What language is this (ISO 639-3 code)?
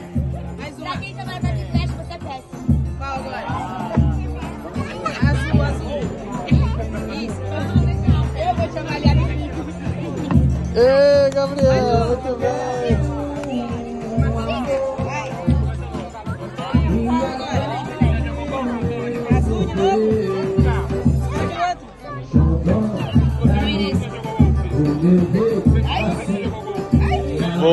por